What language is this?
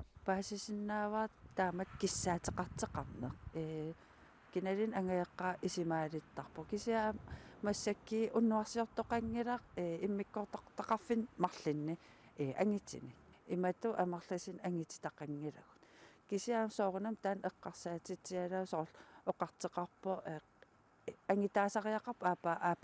Kalaallisut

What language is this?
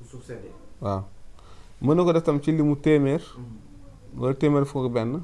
Wolof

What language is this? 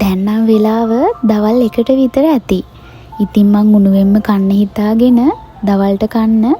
Sinhala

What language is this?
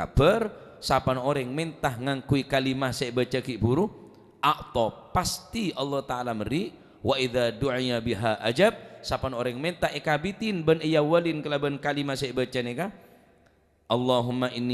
Madurese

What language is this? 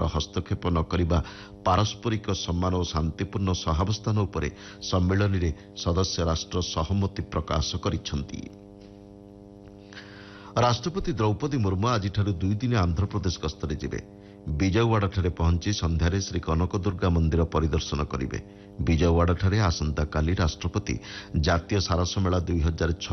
Odia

